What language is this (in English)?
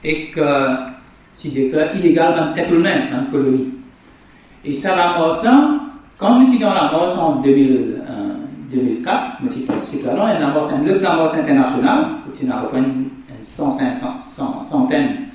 Morisyen